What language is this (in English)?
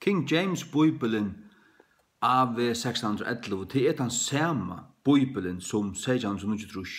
Faroese